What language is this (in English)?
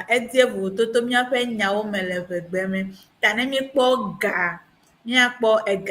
Ewe